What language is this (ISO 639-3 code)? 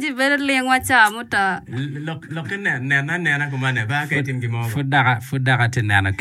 ach